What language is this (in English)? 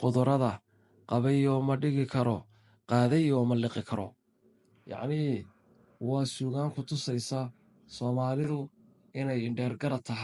Somali